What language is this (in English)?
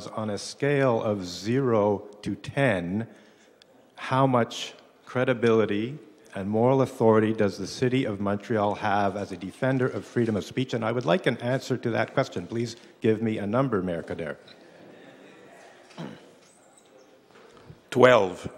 English